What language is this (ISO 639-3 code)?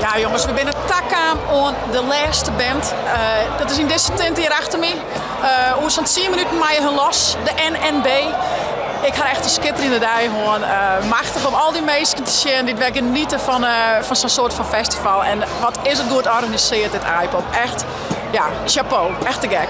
fry